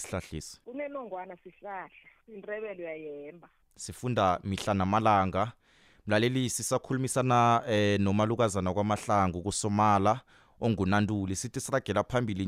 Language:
South Ndebele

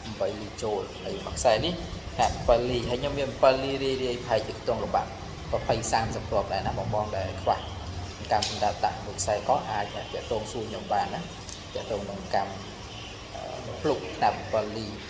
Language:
Khmer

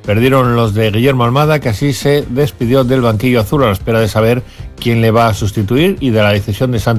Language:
Spanish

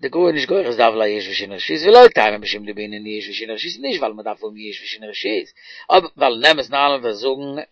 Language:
Yiddish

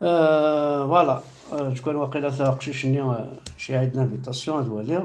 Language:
Kabyle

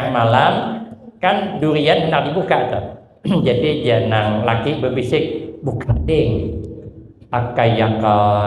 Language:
Banjar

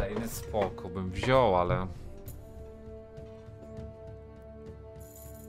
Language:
Polish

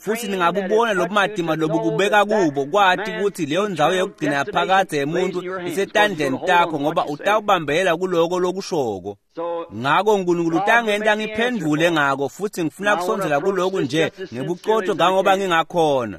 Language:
Swati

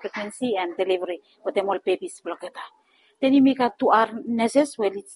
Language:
Bislama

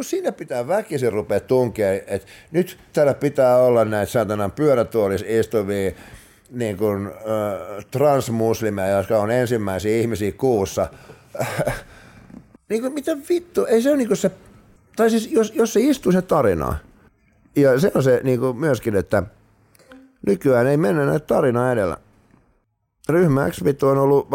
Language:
Finnish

